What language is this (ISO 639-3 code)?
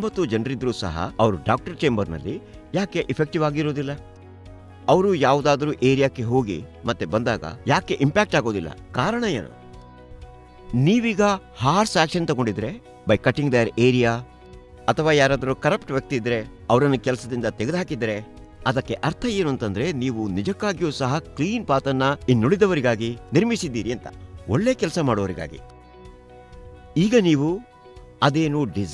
kan